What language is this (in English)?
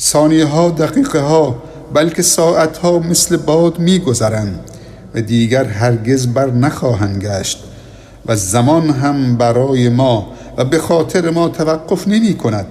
Persian